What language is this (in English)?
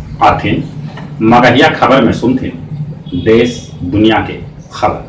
Magahi